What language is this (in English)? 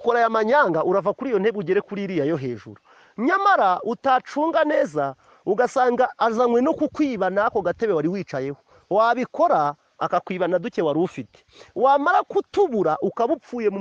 Kinyarwanda